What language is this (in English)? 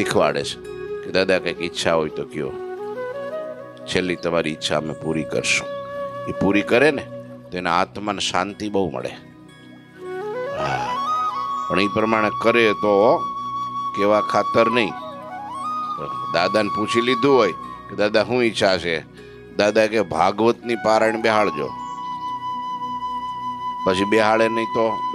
Gujarati